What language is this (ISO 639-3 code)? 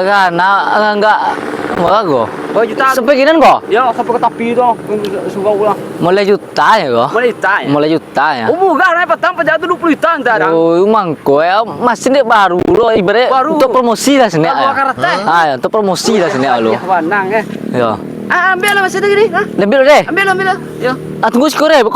min